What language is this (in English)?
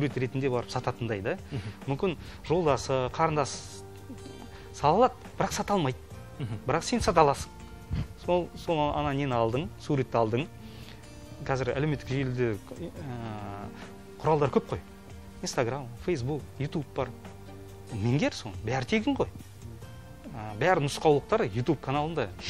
Kazakh